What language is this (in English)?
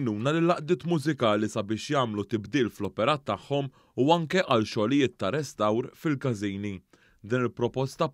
Maltese